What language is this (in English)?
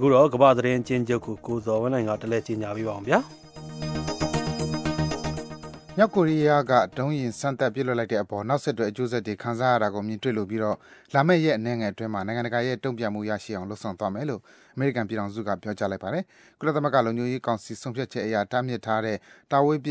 Burmese